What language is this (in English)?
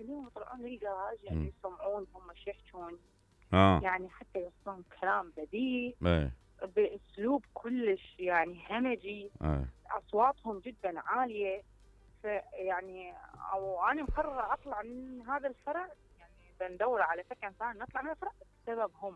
Mesopotamian Arabic